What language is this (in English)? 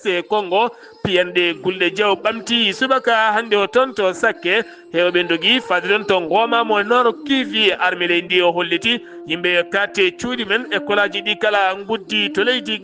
Fula